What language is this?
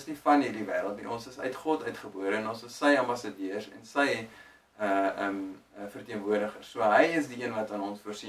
Afrikaans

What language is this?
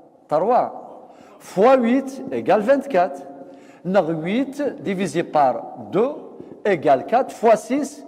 Kabyle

